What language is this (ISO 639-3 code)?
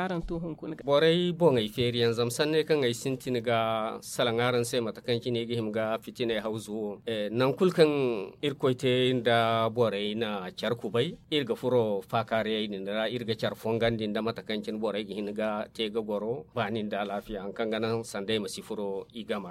dje